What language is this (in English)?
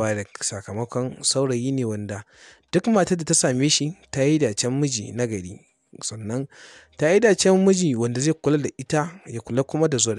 Hausa